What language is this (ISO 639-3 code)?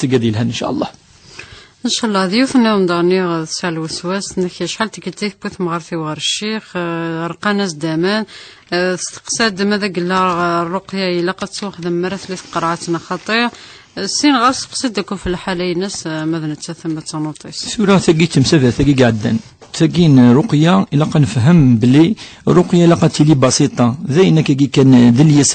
kab